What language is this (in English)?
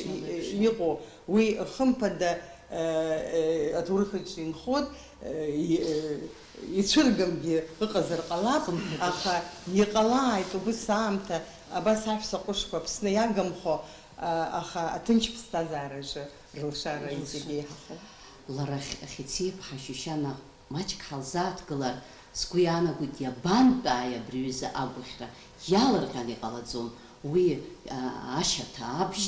Abkhazian